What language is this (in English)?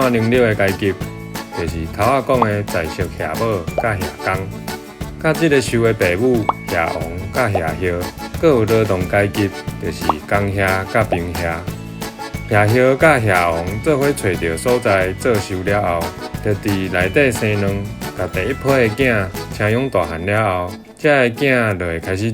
Min Nan Chinese